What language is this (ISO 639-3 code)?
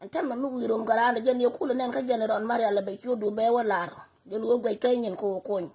nus